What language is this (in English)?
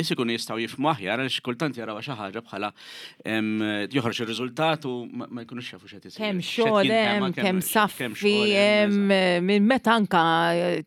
Maltese